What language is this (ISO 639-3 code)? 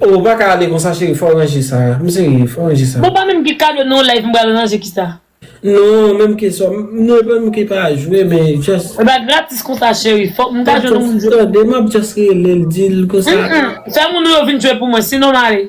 hat